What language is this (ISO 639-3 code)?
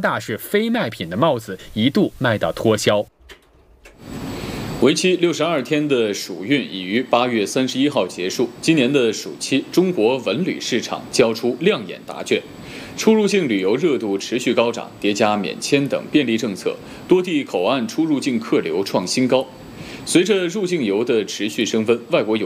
zho